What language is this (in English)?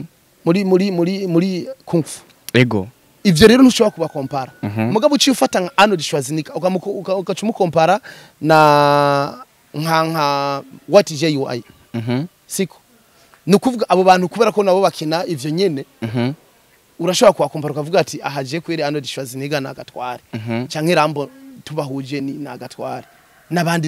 Rundi